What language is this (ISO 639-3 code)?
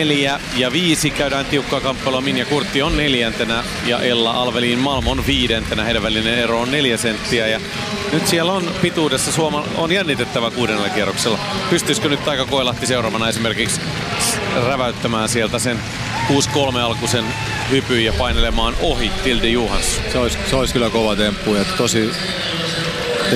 fin